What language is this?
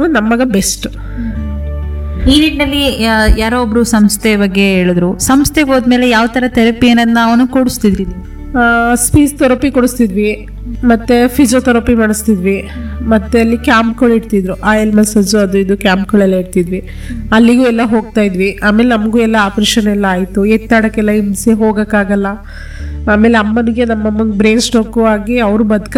Kannada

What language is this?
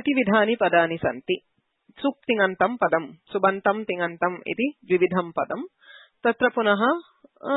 Sanskrit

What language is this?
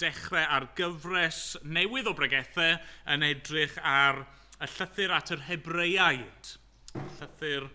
Welsh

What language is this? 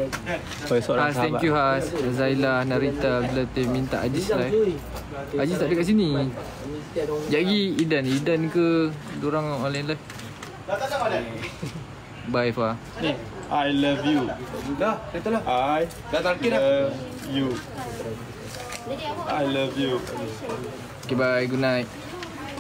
Malay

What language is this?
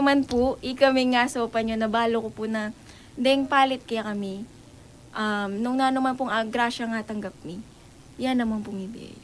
Pampanga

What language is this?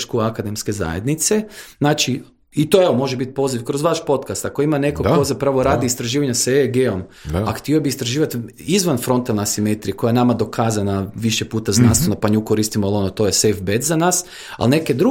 Croatian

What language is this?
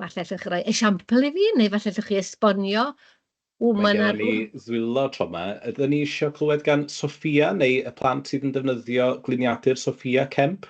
Welsh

